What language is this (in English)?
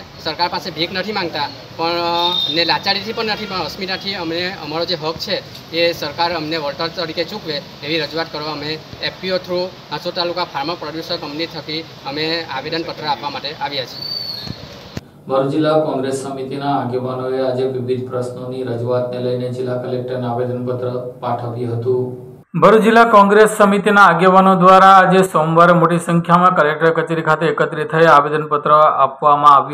Gujarati